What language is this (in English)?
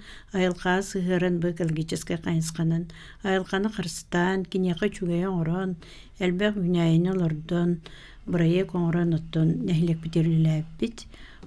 Yakut